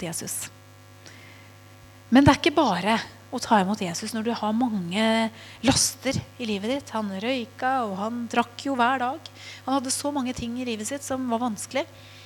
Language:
Norwegian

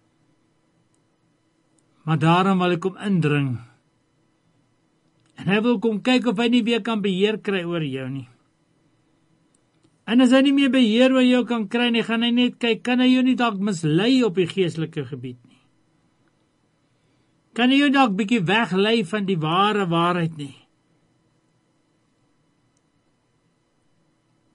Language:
Afrikaans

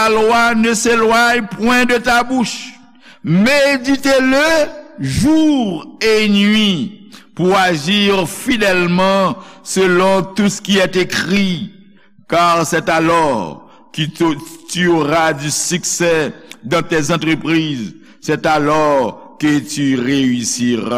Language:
Haitian Creole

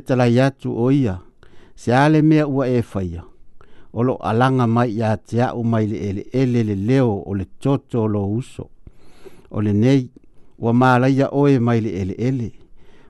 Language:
Samoan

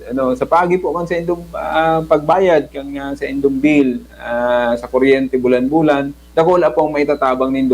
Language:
Bikol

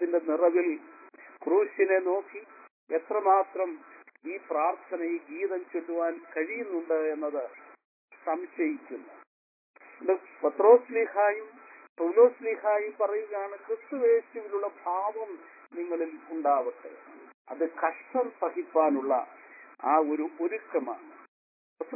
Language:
Malayalam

